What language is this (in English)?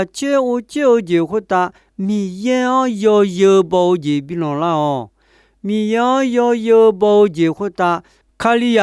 Akha